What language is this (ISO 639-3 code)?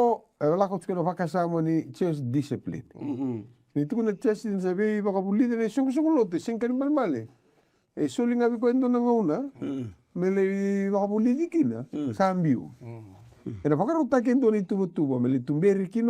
fij